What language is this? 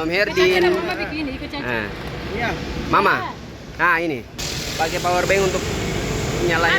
Ambonese Malay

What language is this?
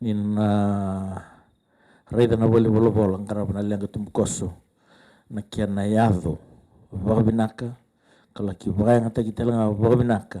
Fijian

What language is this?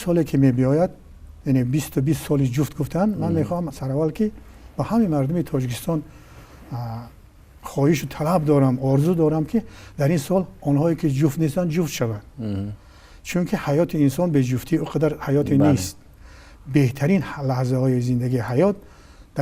Tajik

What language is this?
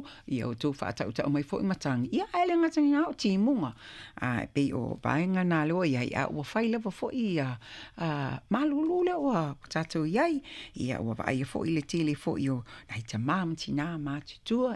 Samoan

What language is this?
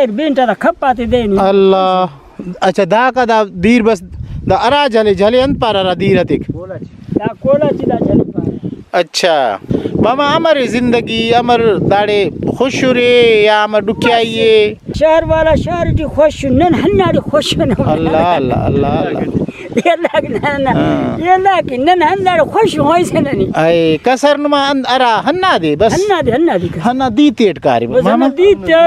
Brahui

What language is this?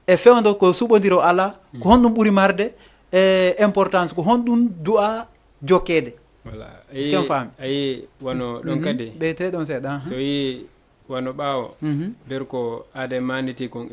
Fula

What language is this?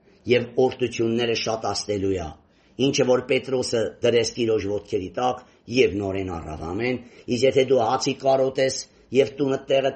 Armenian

